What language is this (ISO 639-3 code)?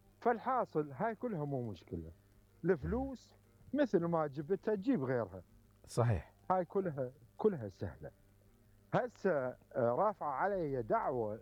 acm